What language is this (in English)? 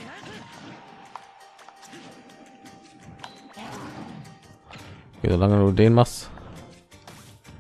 German